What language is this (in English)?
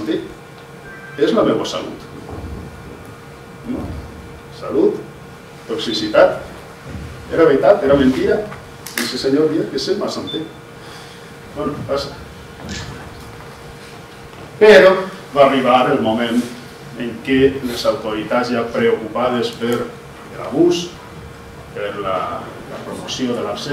Catalan